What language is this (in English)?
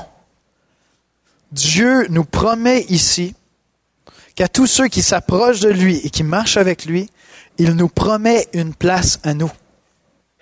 French